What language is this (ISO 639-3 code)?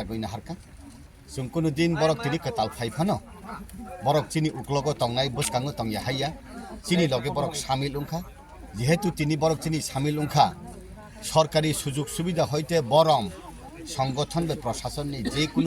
trp